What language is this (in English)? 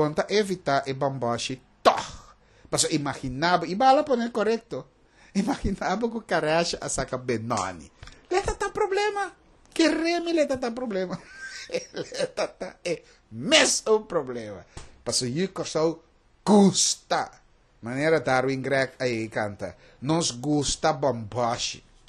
Papiamento